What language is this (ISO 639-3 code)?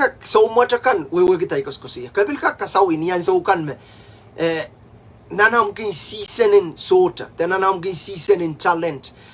pon